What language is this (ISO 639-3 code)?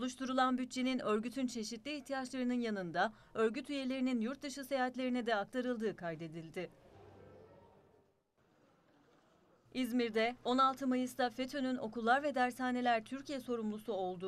tur